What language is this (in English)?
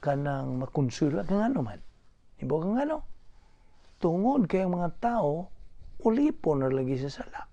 Cebuano